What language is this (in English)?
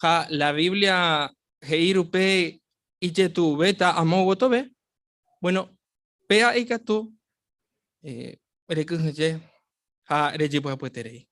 Guarani